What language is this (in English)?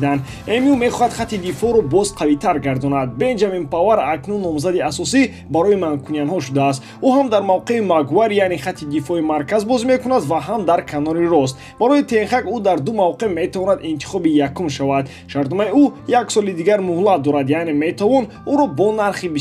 Tajik